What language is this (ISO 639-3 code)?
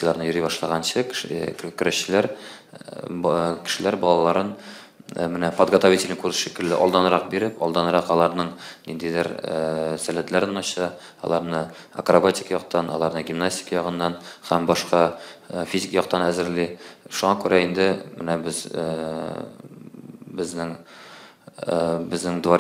tat